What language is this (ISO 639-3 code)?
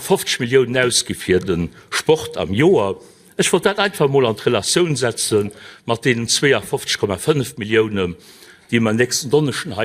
ltz